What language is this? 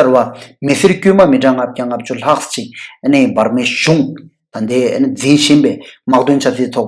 Tibetan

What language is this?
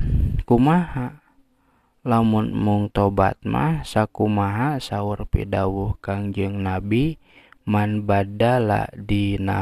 Sundanese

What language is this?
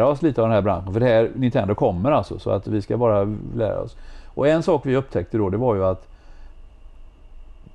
Swedish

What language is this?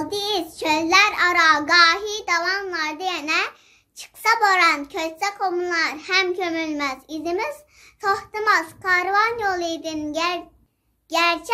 Uyghur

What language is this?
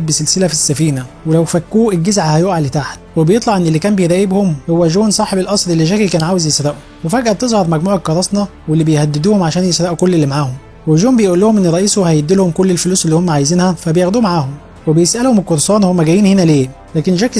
Egyptian Arabic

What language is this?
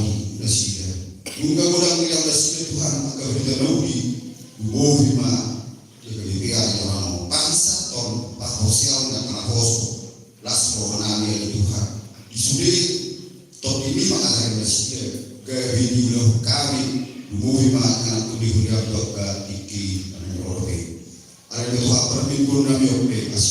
Batak Toba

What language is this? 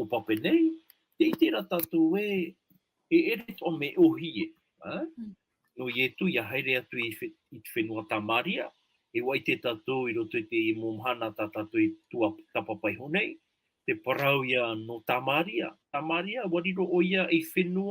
Tahitian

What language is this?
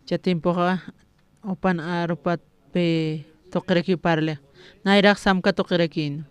Aymara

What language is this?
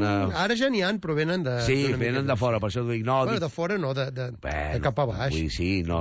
Catalan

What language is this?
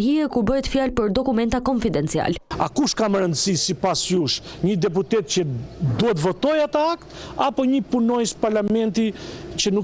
Albanian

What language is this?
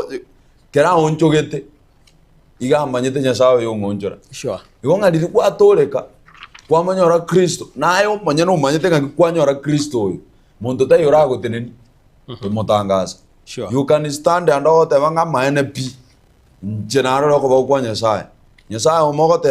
Gusii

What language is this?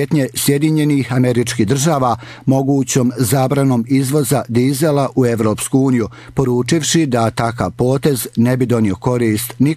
Bosnian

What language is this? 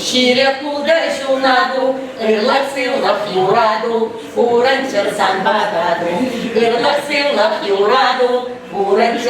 Chuvash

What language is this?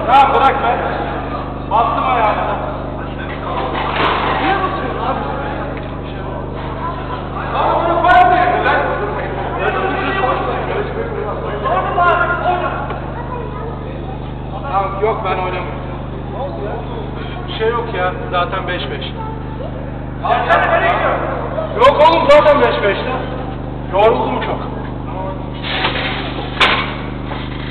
Turkish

